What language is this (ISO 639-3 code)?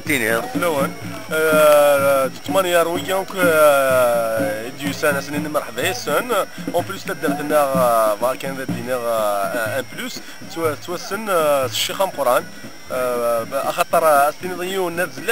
kab